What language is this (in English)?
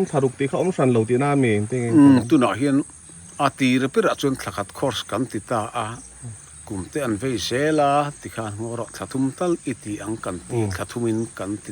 Mizo